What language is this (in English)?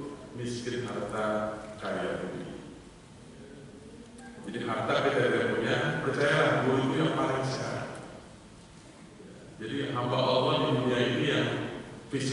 Indonesian